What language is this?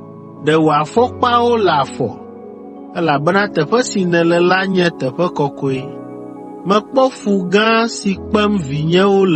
Ewe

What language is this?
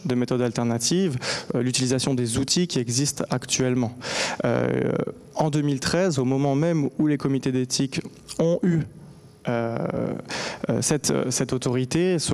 French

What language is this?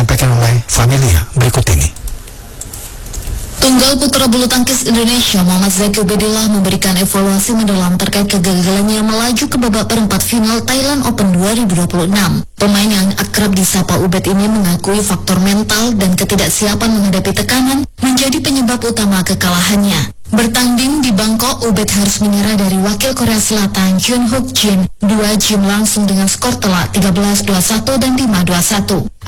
Indonesian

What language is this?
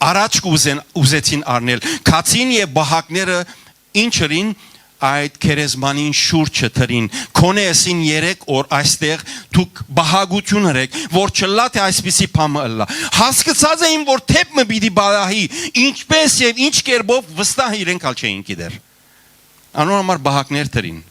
Western Armenian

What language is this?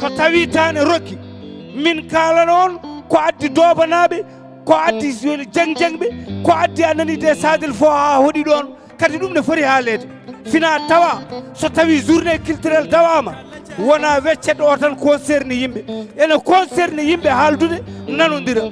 Fula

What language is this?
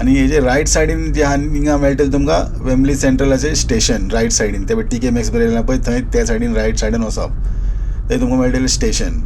Konkani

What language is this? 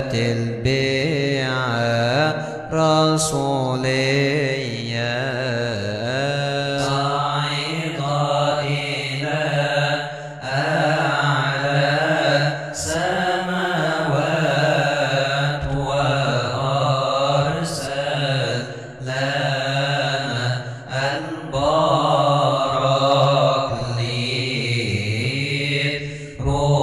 Arabic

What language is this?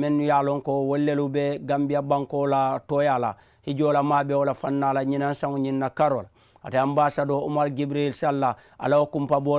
Mandingo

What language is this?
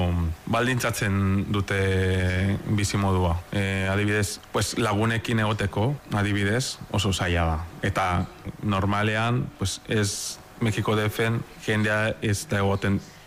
Basque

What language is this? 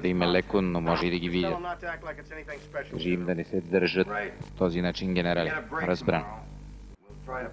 Bulgarian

